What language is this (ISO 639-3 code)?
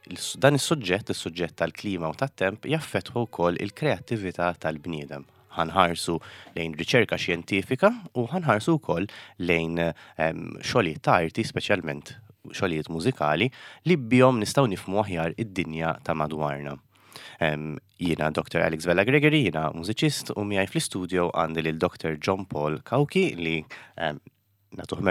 mlt